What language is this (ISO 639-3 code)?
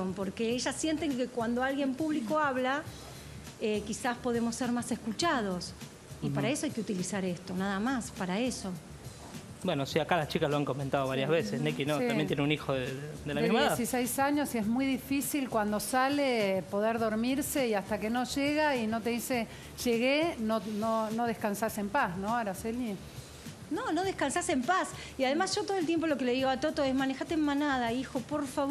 spa